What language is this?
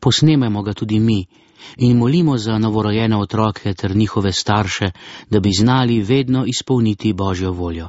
Slovenian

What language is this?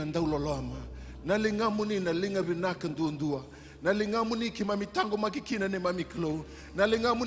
Fijian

